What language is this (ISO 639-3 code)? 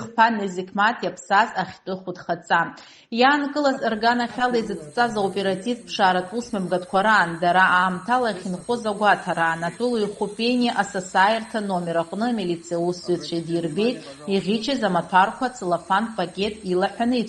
abk